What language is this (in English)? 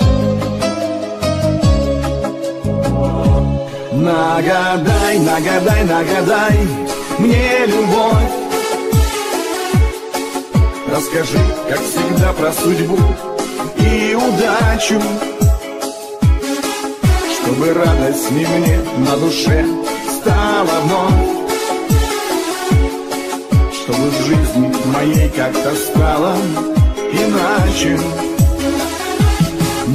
Russian